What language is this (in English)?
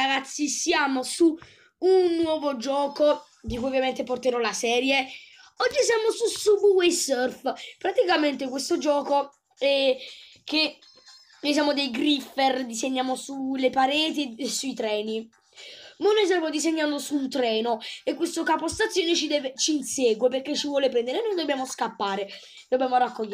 Italian